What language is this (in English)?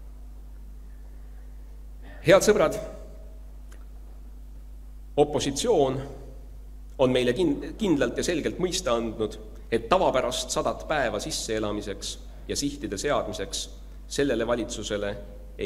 Estonian